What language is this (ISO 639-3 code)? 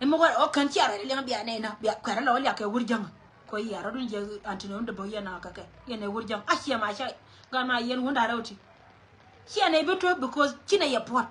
nus